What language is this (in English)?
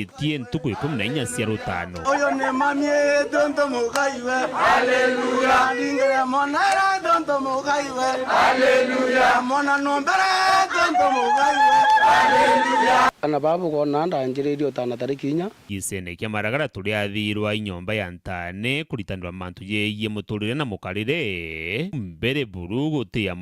Meru